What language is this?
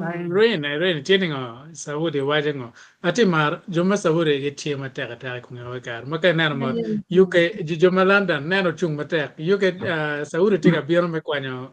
Acoli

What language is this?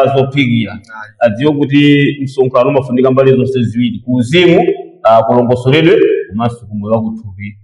Nyanja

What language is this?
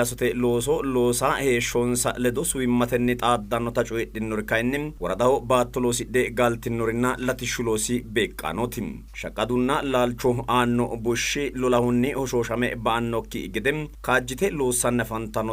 Sidamo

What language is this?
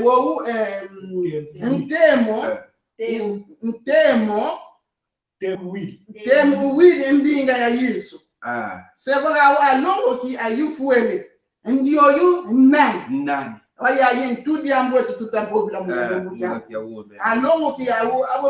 Kongo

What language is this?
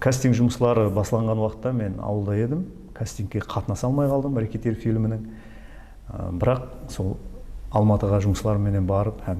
Kara-Kalpak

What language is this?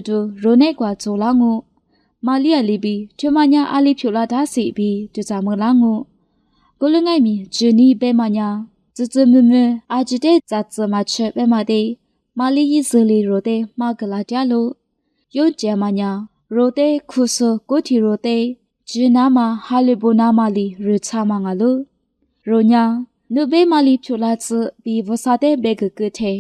Lisu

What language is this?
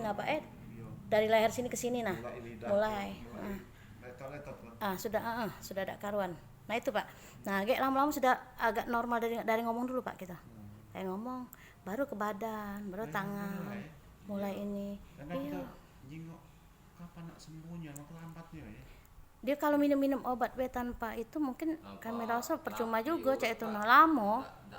Musi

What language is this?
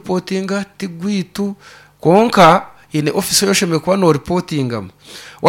Nyankole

